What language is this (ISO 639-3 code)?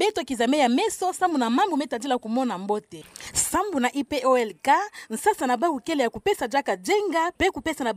ktu